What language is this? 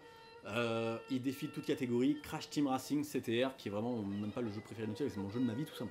French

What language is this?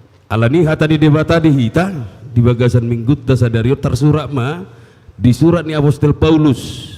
Batak Toba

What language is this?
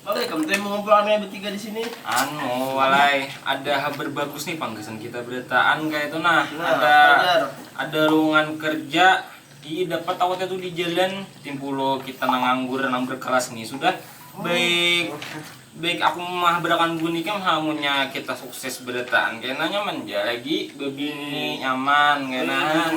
Banjar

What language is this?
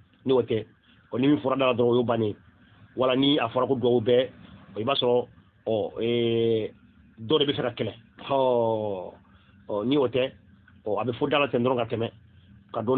Bambara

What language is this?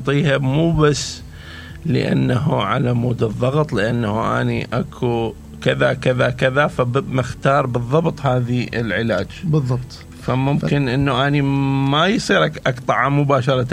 Mesopotamian Arabic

